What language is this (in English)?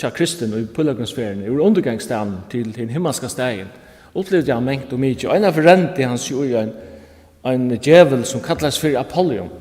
Faroese